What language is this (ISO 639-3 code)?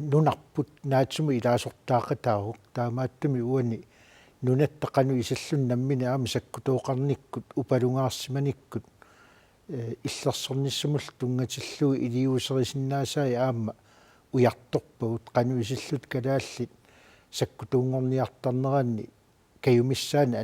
kal